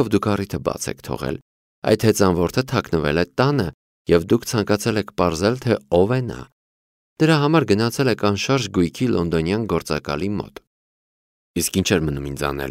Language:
Armenian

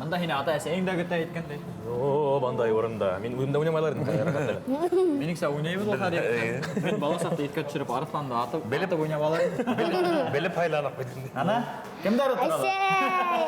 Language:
Bashkir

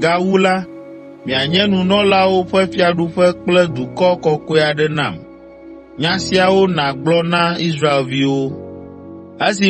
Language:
Ewe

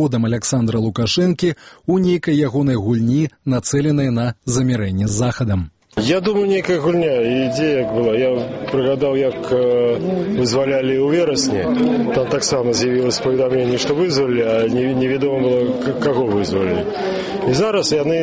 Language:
Belarusian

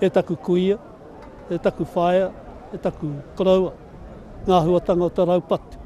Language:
Māori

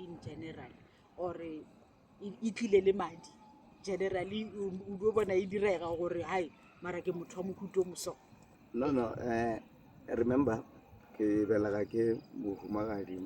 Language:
Northern Sotho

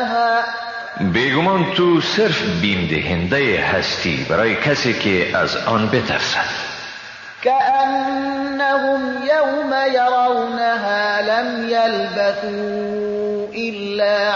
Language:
Persian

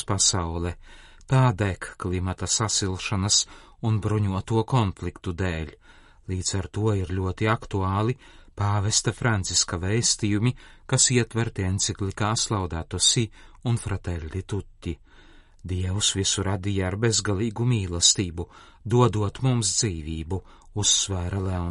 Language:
Latvian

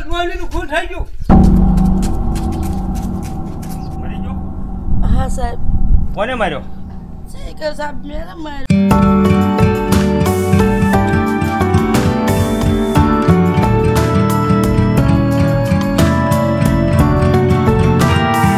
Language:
Gujarati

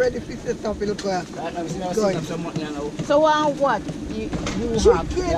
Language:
Jamaican Creole English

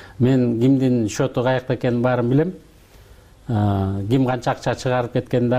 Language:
Kyrgyz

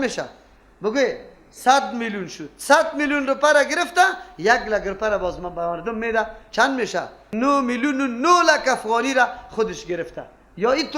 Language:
Persian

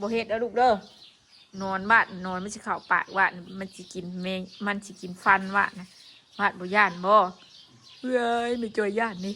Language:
Northeastern Thai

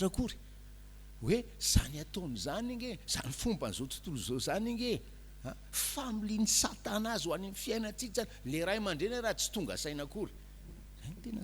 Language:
Malagasy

